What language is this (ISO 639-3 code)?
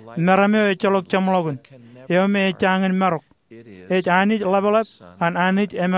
mah